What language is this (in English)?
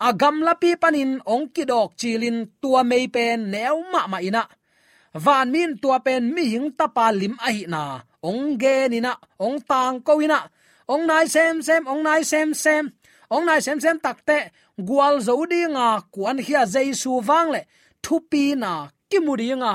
Tedim Chin